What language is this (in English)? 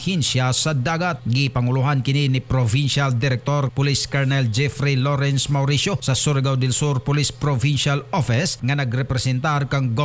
Cebuano